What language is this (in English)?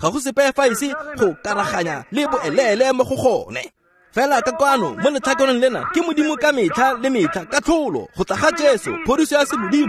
Tswana